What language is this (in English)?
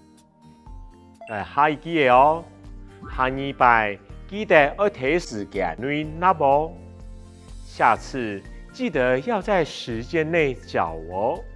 Hakka Chinese